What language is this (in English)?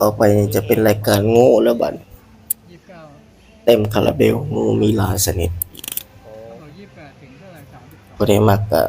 Northeastern Thai